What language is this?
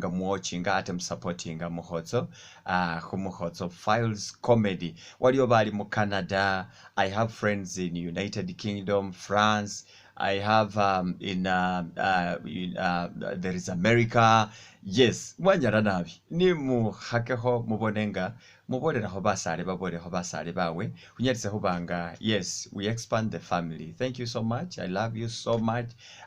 Masaaba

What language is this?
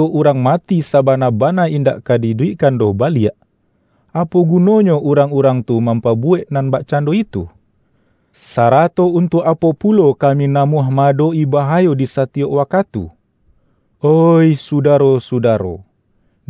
Minangkabau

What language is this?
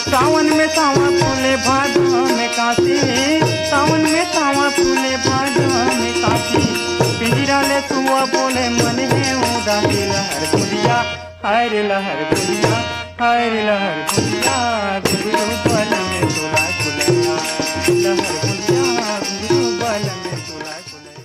Chhattisgarhi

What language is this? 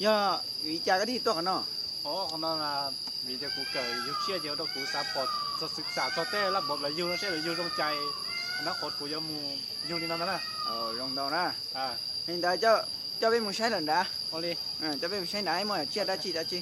Hmong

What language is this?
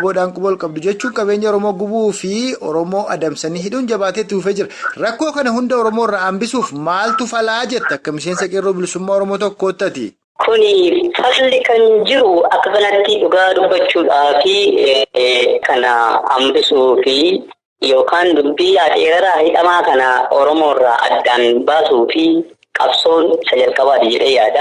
Oromo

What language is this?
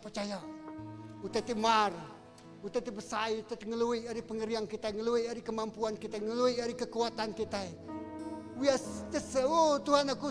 Iban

